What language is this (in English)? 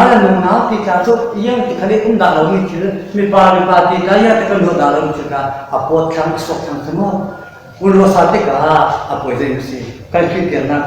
Falam Chin